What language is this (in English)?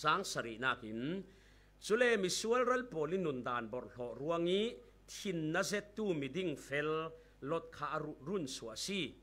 Falam Chin